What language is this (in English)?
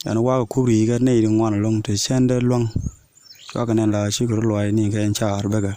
Nuer